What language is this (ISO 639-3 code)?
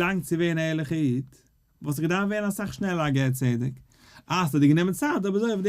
yid